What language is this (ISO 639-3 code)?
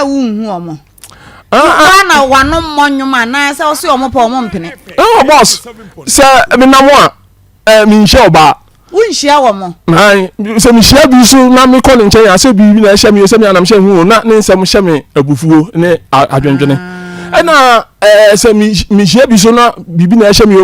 aka